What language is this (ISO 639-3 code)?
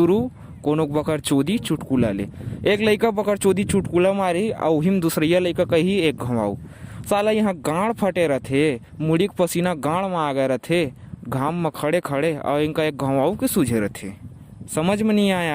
hne